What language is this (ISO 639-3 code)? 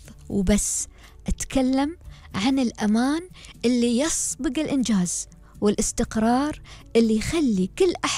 afb